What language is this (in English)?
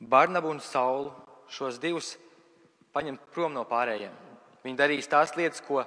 Latvian